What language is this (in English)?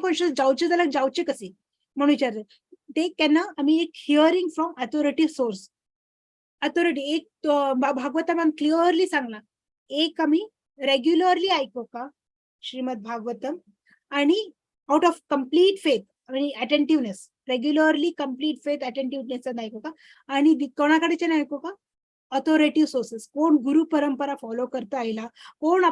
Konkani